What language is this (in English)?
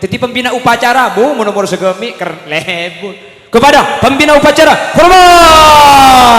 Madurese